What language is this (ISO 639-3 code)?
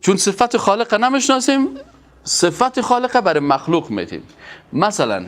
fas